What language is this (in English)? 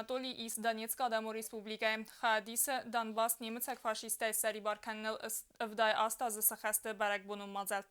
Ossetic